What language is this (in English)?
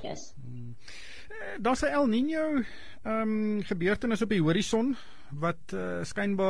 Afrikaans